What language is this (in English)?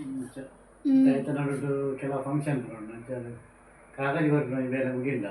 Tulu